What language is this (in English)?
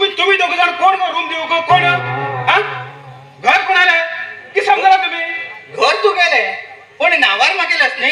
Konkani